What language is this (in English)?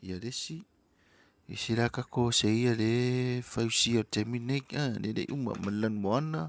Samoan